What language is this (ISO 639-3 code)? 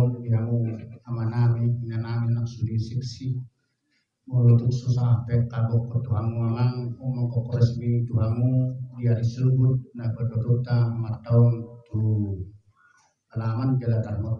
bbc